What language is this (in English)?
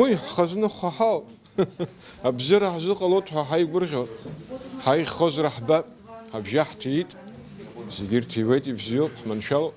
Abkhazian